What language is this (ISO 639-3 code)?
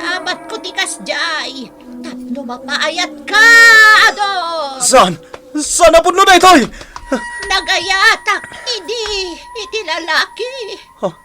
ilo